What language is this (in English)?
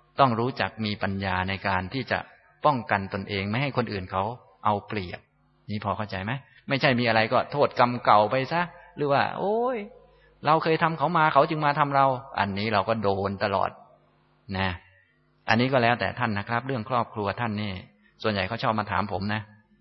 Thai